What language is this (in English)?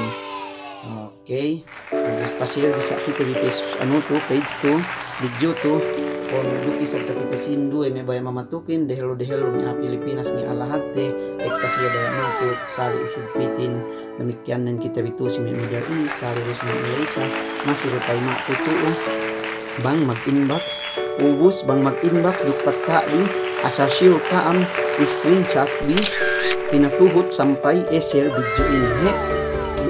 Yakan